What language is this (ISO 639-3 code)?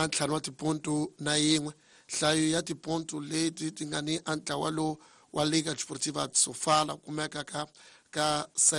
tso